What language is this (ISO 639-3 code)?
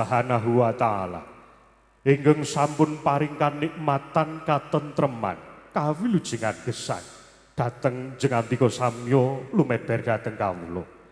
jav